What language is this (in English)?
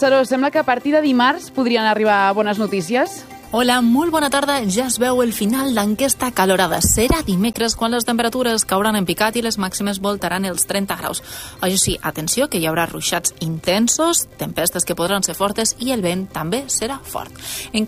Catalan